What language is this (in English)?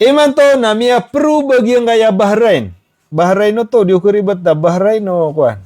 Maranao